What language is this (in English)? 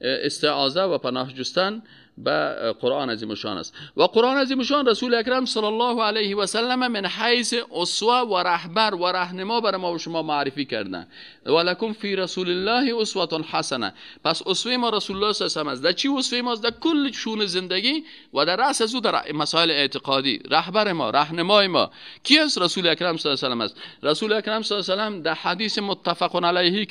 Persian